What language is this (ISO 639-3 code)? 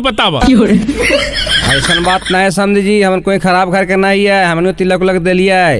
mag